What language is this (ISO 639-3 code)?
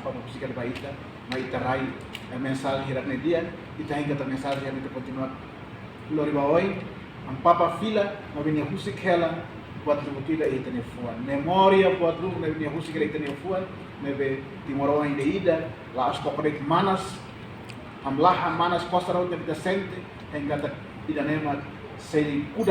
tet